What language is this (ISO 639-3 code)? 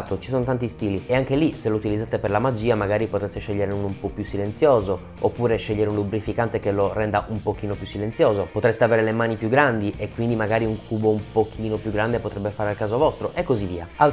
ita